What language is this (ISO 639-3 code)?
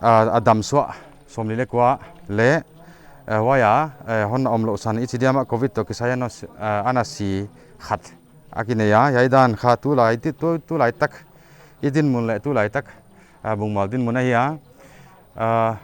pck